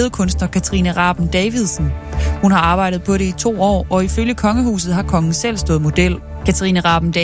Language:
Danish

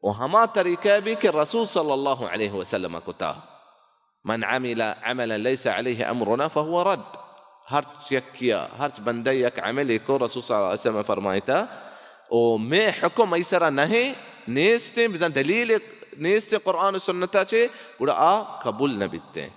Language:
Baluchi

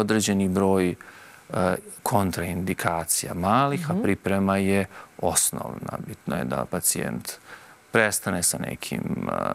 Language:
Serbian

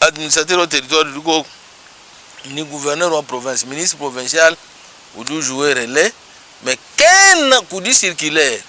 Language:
Luba-Lulua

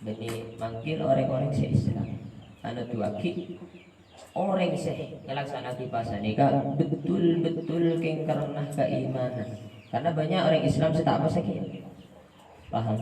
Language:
Madurese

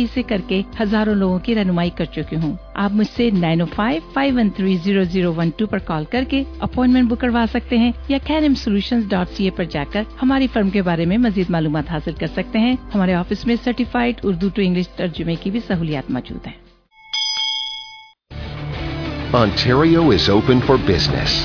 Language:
Urdu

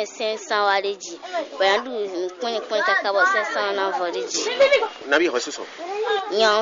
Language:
Fon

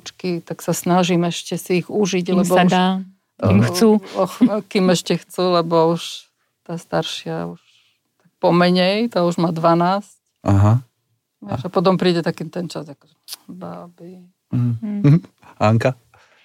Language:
Slovak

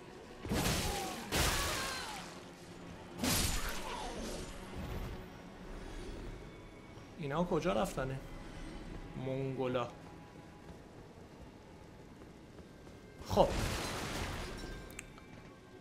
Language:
Persian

